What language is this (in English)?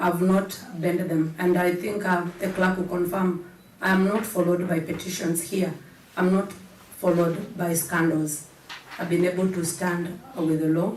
Kamba